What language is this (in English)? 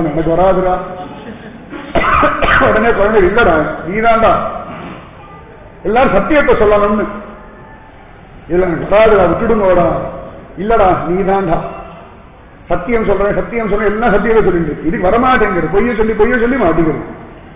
Tamil